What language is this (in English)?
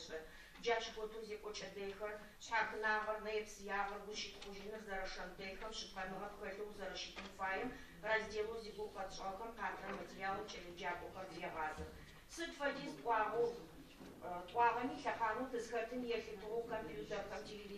Adyghe